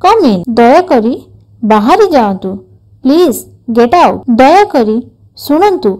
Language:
Odia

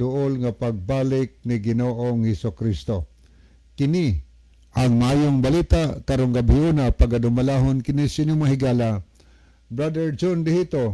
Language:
Cebuano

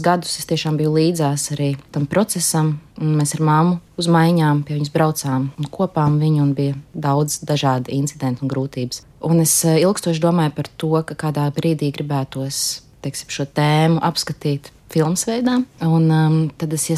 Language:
Latvian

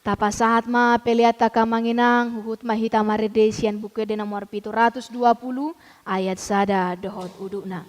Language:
Batak Toba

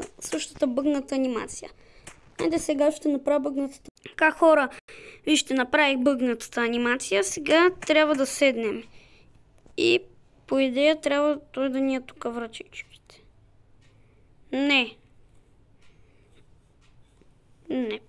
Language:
Bulgarian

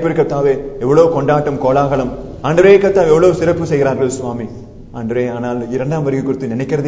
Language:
Tamil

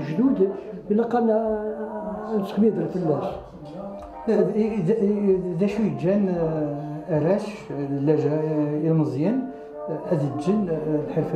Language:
Kabyle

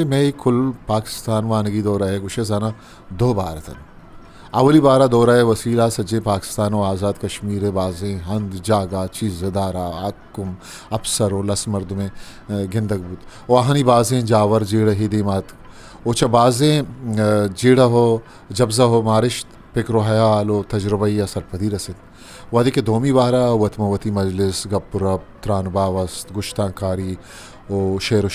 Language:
Eastern Balochi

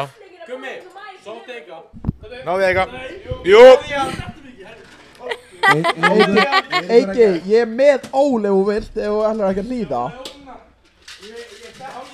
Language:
Icelandic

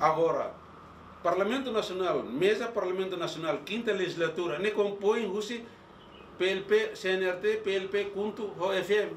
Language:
Tetum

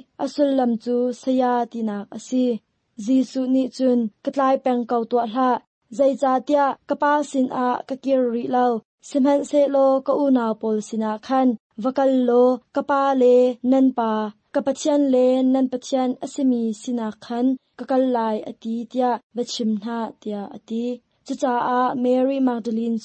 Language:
Hakha Chin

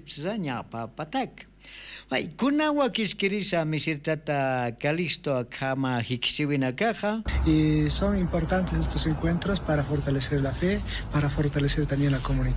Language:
Aymara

